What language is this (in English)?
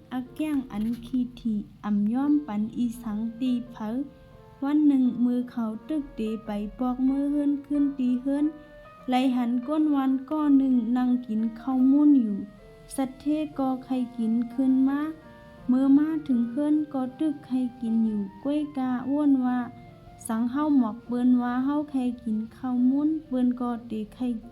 Shan